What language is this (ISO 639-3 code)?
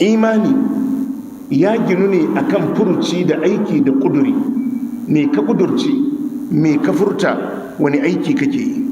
hau